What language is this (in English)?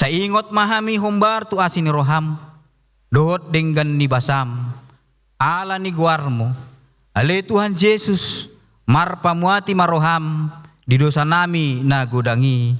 Batak Toba